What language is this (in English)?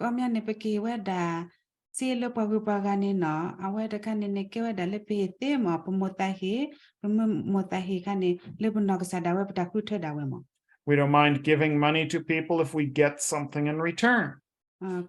S'gaw Karen